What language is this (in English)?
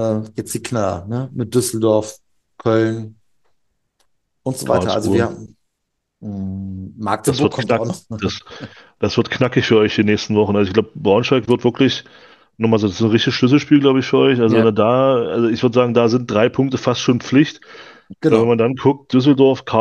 German